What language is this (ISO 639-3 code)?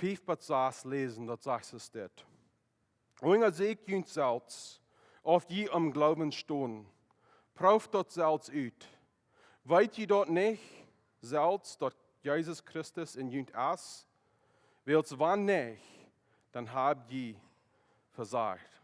pdt